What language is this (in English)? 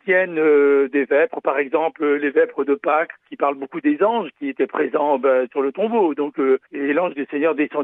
French